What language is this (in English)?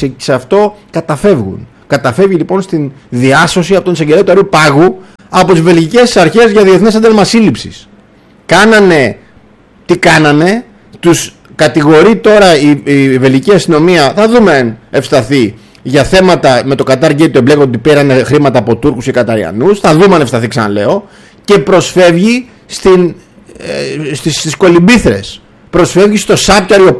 Greek